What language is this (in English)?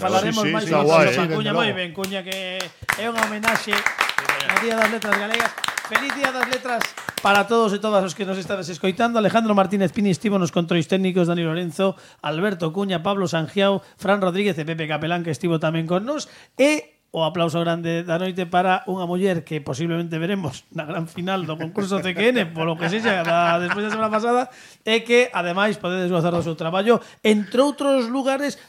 Galician